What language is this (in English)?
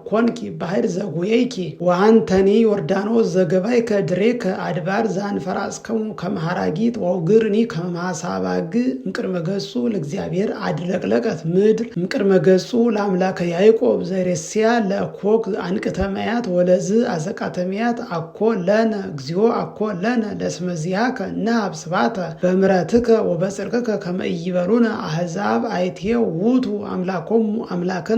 Geez